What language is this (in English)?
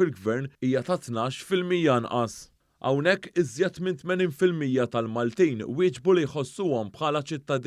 Maltese